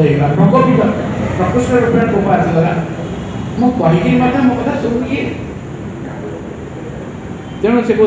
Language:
Odia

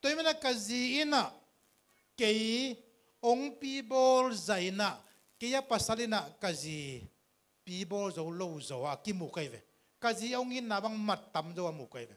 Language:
Tedim Chin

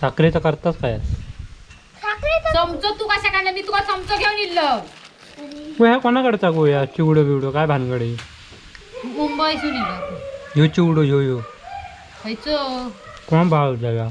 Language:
Konkani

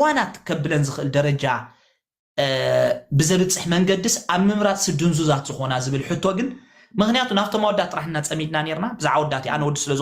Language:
Tigrinya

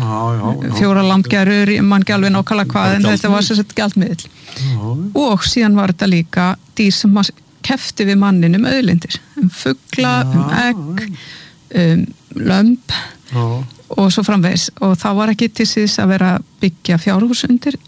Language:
Icelandic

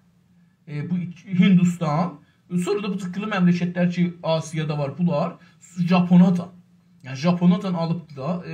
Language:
South Azerbaijani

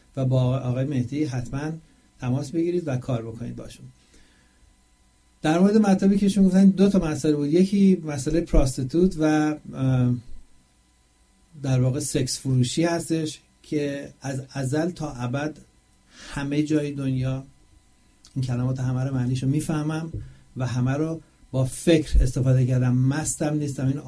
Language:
Persian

